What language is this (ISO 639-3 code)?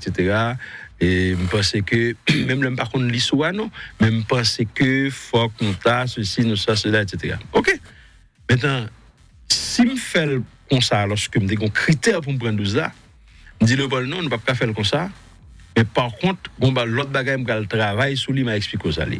hat